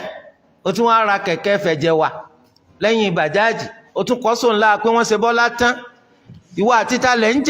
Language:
Yoruba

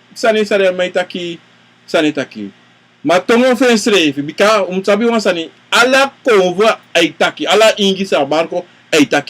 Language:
Sranan Tongo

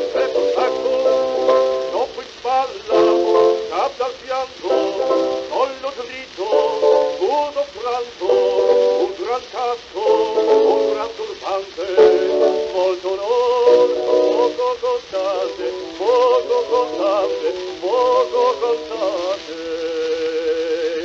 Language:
Italian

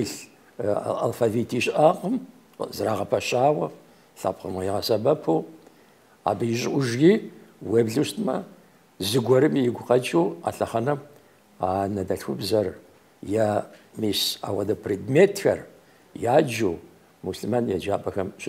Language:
Kabardian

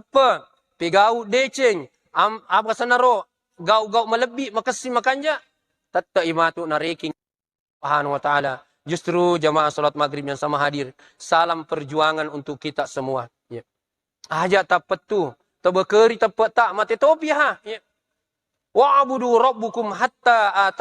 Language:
Buginese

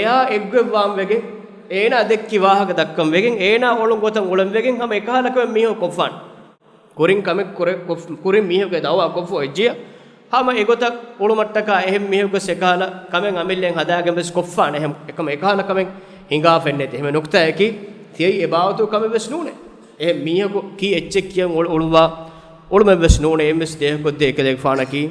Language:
Divehi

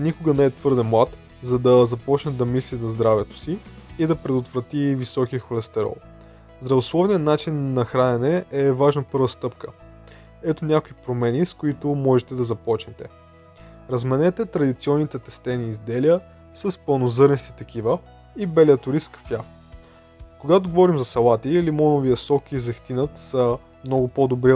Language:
Bulgarian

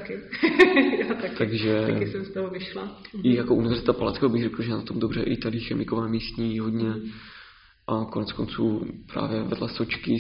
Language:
Czech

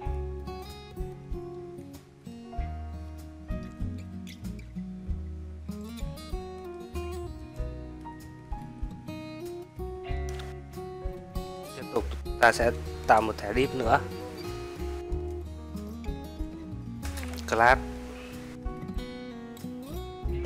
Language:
Vietnamese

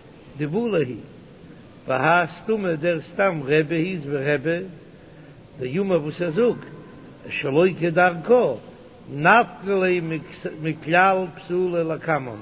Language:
Yiddish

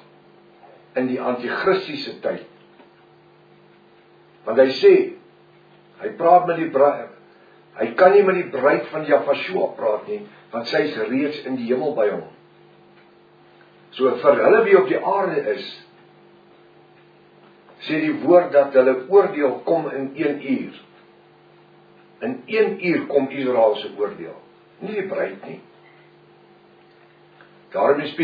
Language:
Afrikaans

